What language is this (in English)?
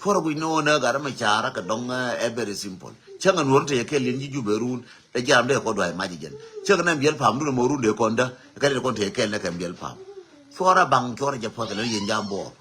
Nuer